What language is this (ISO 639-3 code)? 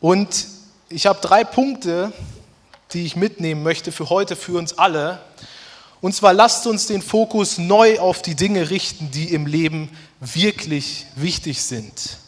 gsw